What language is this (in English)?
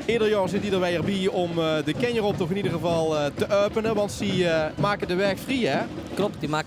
Limburgish